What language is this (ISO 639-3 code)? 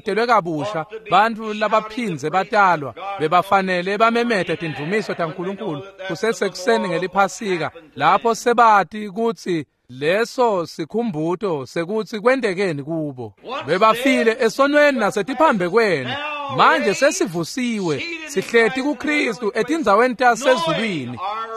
ssw